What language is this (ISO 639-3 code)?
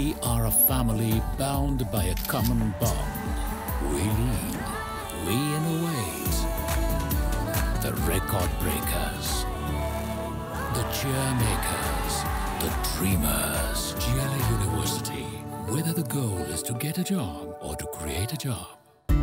hin